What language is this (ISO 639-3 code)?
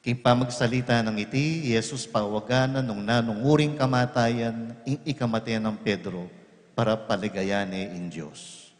pam